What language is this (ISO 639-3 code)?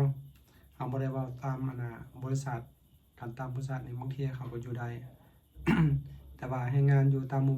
lao